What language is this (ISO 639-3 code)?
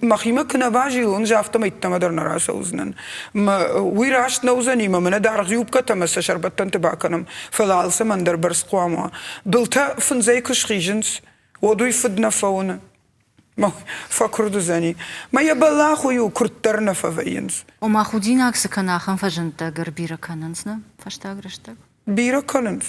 oss